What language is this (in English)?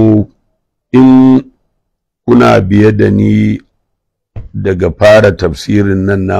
Hausa